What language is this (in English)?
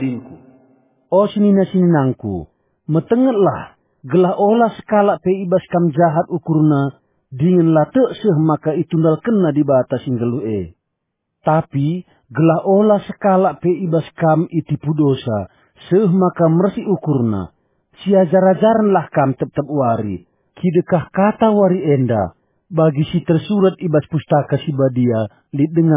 Batak Karo